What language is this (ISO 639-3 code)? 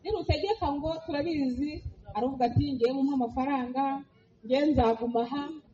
kin